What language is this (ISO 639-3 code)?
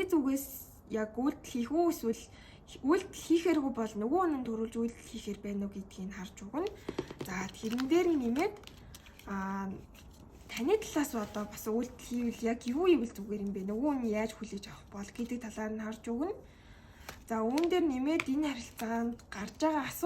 mon